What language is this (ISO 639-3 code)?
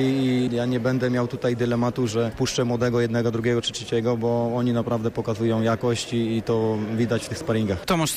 pol